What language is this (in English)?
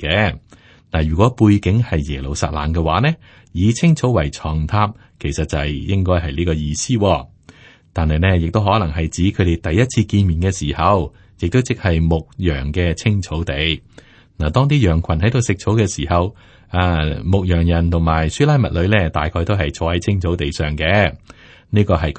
Cantonese